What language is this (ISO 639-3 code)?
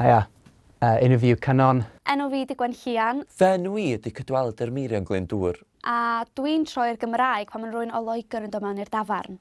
cym